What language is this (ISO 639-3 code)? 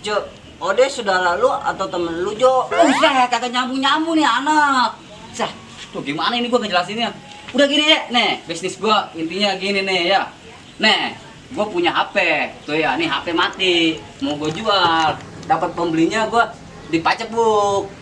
bew